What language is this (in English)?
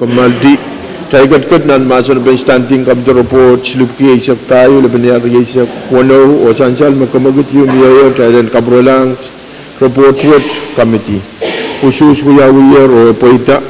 Pohnpeian